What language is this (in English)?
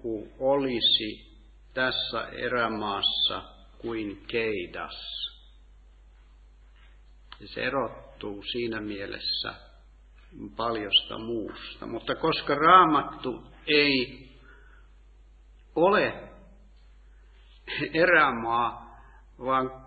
Finnish